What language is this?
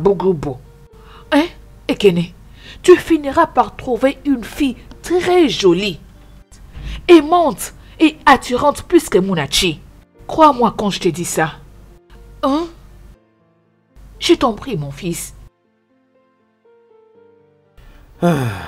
French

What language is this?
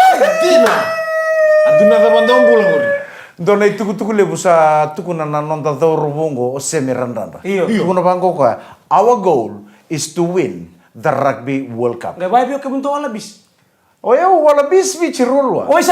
Fijian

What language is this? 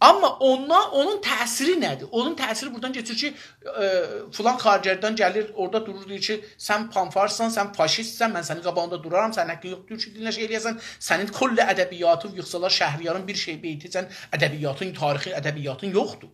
South Azerbaijani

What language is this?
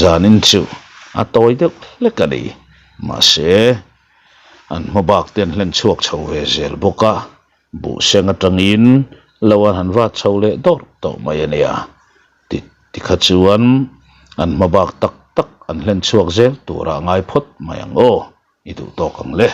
Mizo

